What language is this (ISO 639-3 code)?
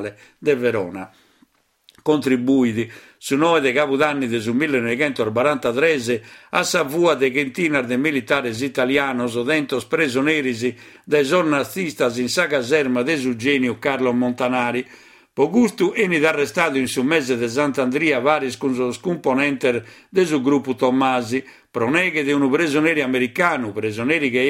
srd